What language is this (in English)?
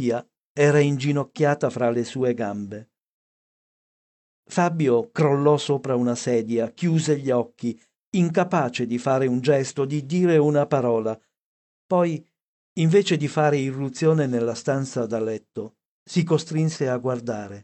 Italian